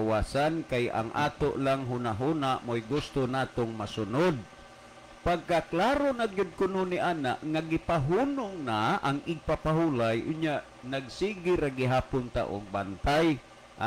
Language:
Cebuano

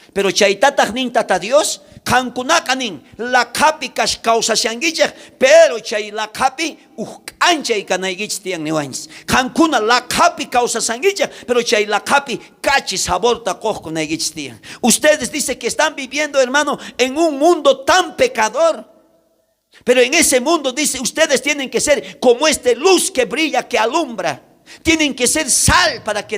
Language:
South Bolivian Quechua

